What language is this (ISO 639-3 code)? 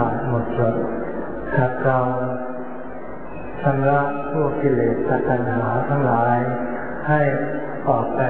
tha